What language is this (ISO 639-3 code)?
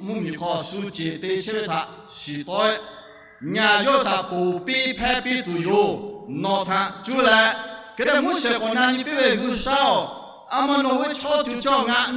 lhu